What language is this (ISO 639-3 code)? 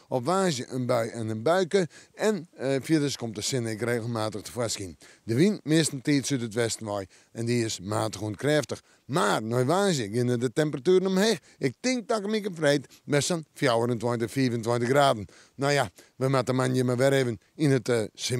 fry